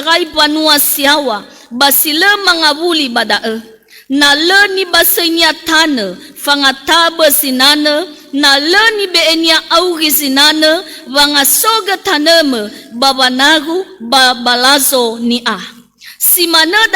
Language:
Nias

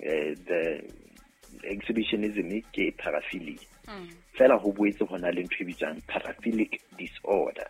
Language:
Southern Sotho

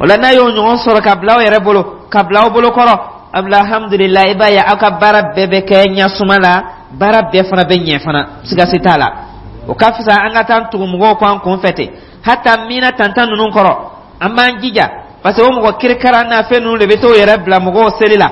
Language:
Dyula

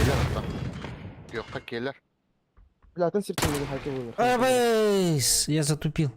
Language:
Yakut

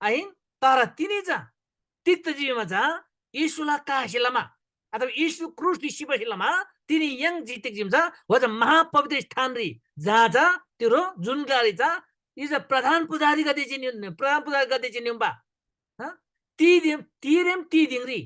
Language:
Eastern Tamang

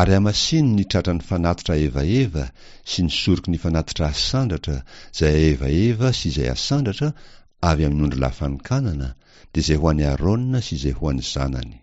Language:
Malagasy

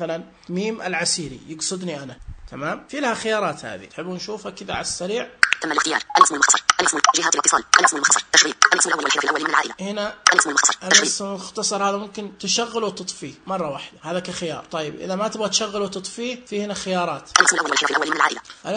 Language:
Najdi Arabic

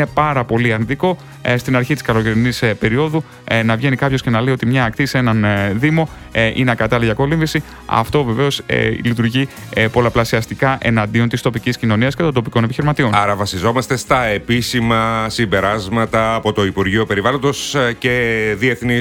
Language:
Greek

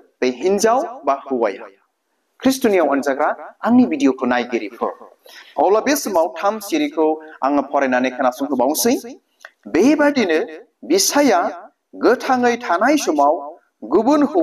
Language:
Bodo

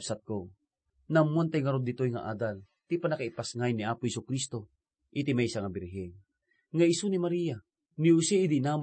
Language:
Iloko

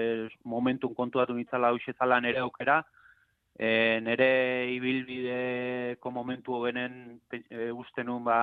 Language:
Basque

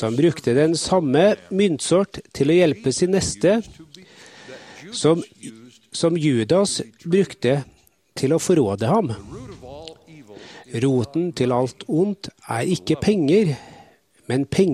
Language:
Norwegian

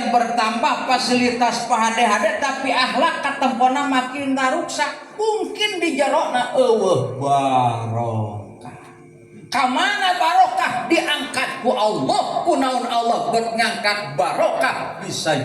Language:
Sundanese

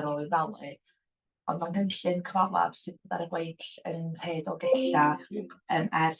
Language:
Welsh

